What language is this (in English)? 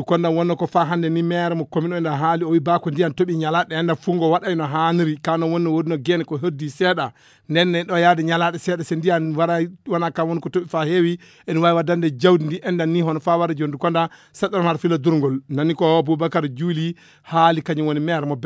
Fula